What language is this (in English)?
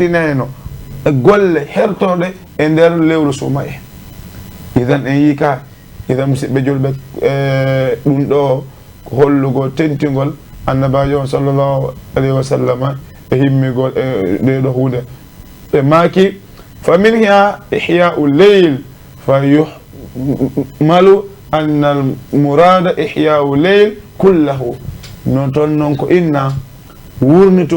Fula